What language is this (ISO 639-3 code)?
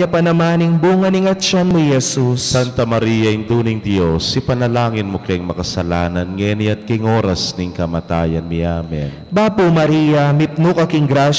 pam